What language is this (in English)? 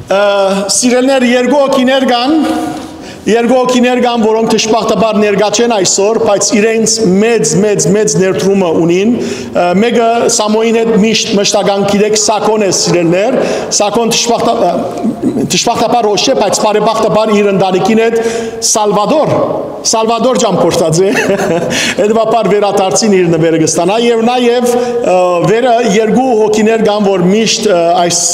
Western Armenian